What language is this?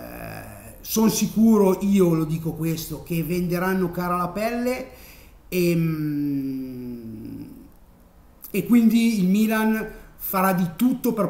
Italian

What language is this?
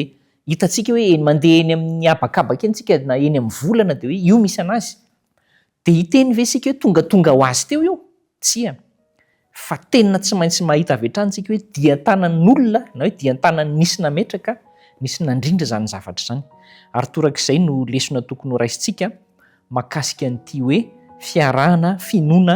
Malagasy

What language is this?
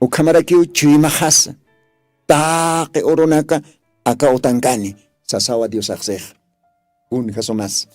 Aymara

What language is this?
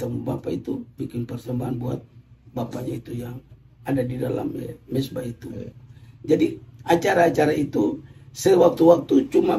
Ambonese Malay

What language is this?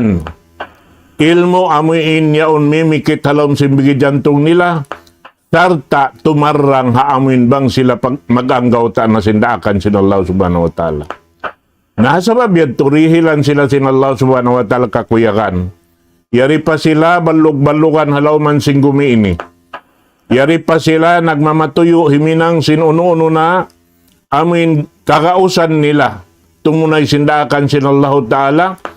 Tausug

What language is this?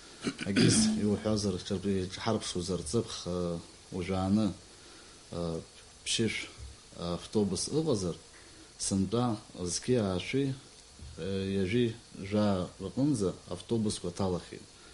Abkhazian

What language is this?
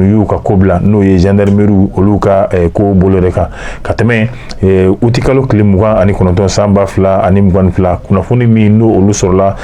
Bambara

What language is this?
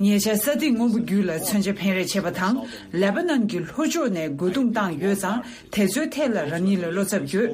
Tibetan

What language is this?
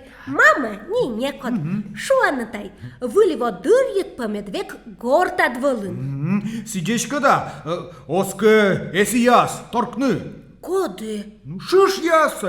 Komi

